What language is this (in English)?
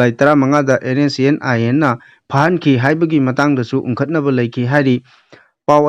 Manipuri